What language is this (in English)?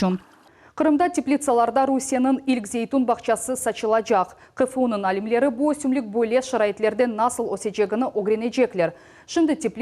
Crimean Tatar